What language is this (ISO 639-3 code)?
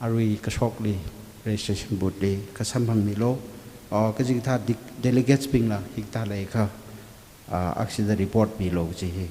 nmf